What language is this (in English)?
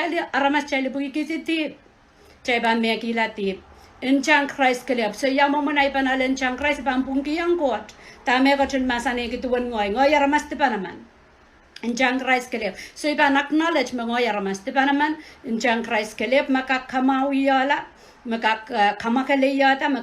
Pohnpeian